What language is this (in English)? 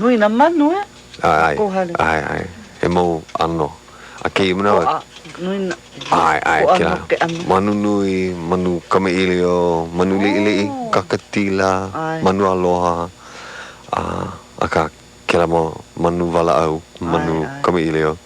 Hawaiian